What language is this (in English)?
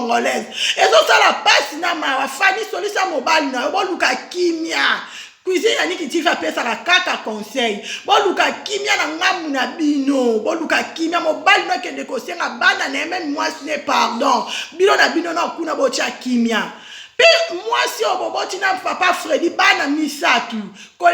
Lingala